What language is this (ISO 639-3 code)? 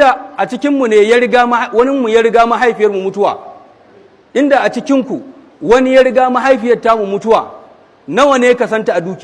hau